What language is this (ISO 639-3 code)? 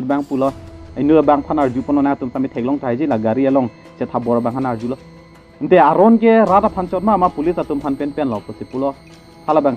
mjw